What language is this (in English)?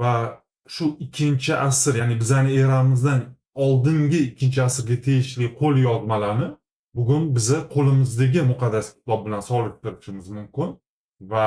Uzbek